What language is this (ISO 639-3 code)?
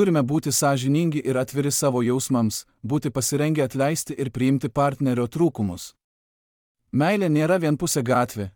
lit